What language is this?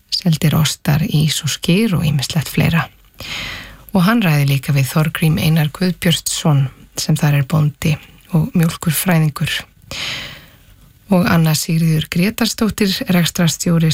Icelandic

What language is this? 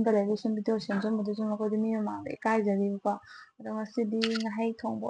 Manipuri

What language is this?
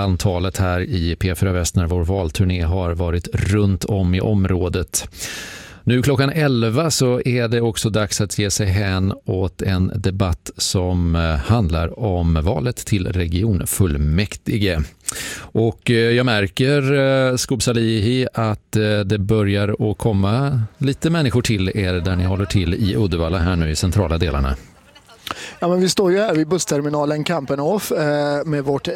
Swedish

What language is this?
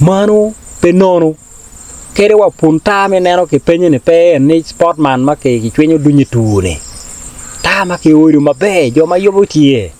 Acoli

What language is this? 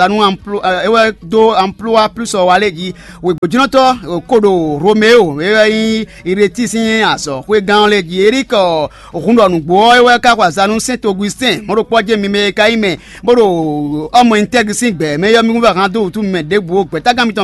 Fon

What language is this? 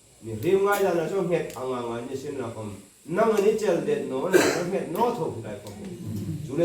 Hmar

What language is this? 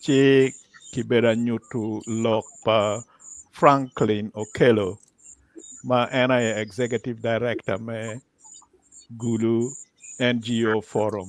Acoli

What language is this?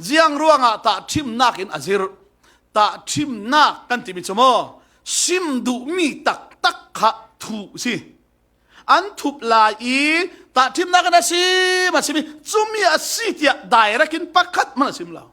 Falam Chin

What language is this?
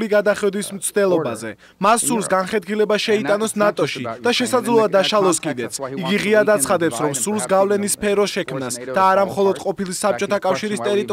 Georgian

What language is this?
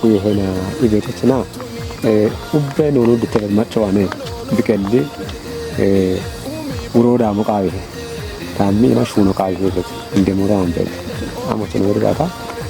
Kafa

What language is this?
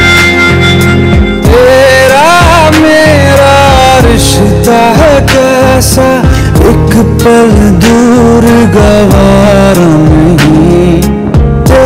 Hindi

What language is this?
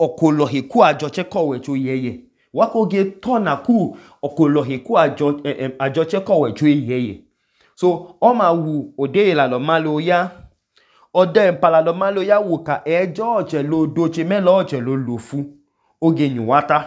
Idoma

